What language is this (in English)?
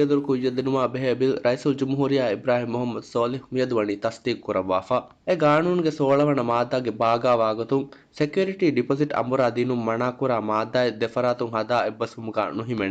Divehi